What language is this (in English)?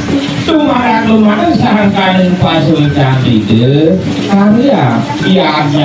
Balinese